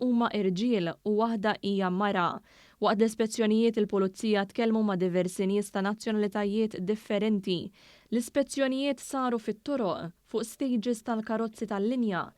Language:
Maltese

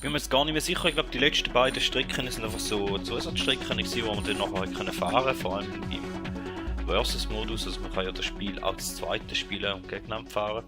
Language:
Swiss German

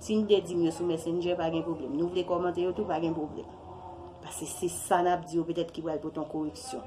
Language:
Haitian Creole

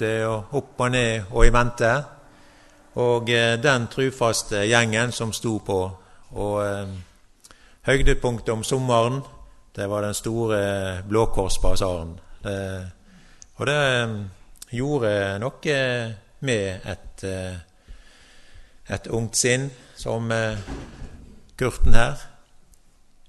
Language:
Norwegian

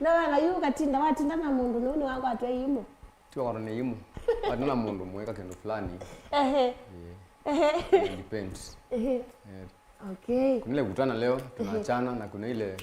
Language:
Kamba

